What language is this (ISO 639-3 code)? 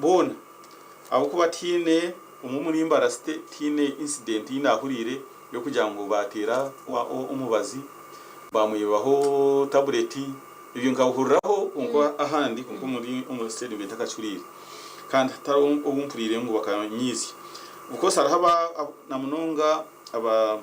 nyn